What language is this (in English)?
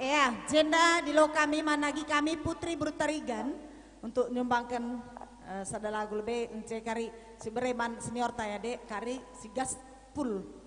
Batak Karo